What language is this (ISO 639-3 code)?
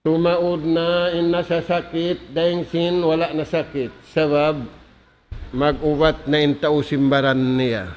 tsg